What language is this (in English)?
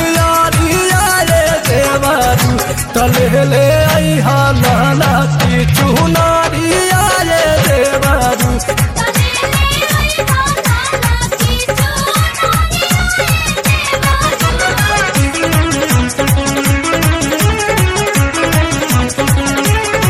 Bhojpuri